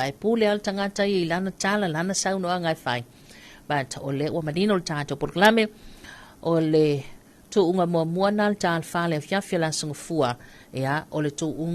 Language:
Samoan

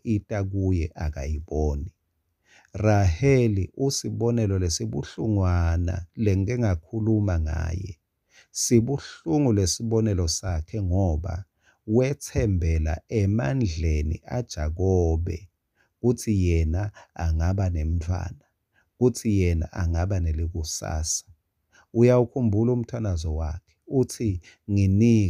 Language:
Swati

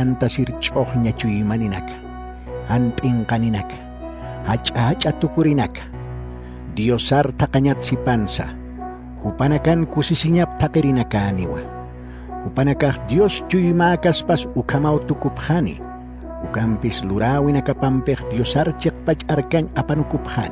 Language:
Aymara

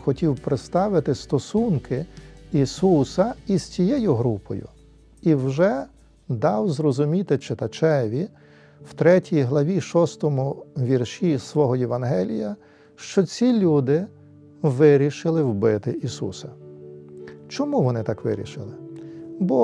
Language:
Ukrainian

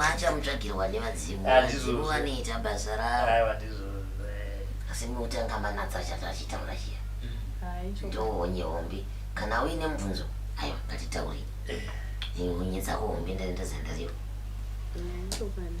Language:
Shona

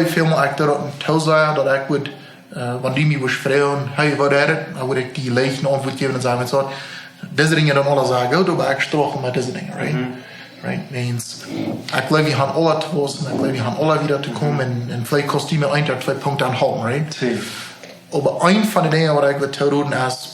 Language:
Plautdietsch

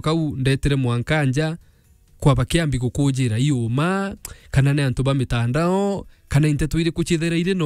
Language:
Meru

